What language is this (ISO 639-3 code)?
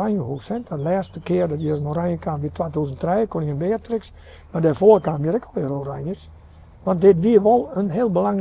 fry